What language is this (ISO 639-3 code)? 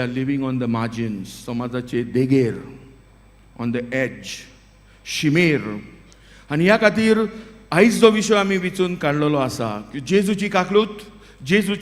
kok